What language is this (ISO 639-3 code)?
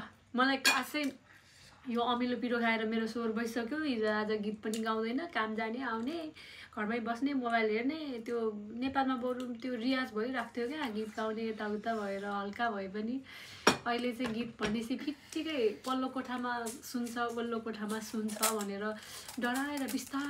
nep